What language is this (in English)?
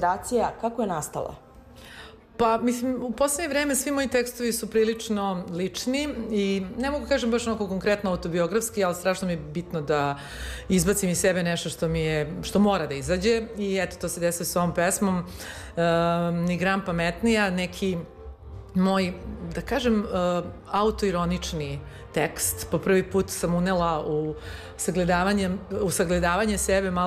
Serbian